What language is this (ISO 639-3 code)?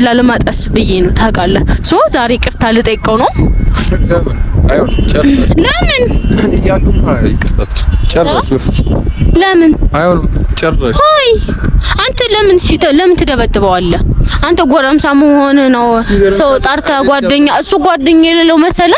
amh